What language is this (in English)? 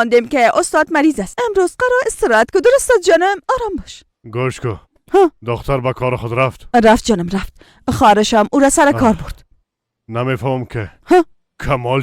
Persian